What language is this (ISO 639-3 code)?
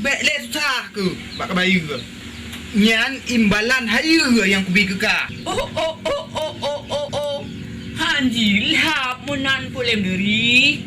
ace